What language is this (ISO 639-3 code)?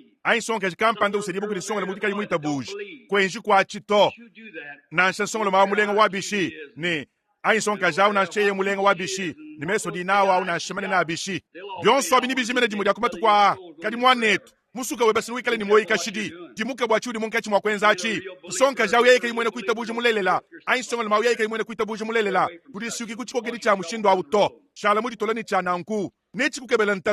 lua